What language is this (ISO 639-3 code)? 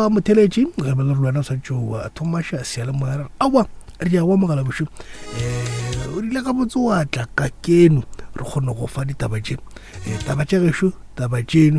nso